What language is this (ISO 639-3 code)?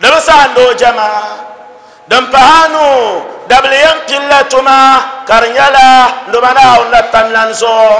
dag